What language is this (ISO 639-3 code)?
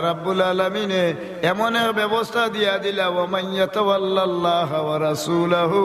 syl